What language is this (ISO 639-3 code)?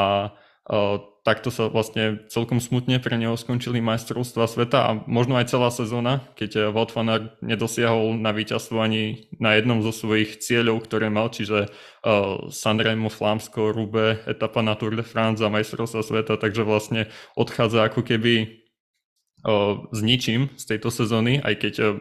slk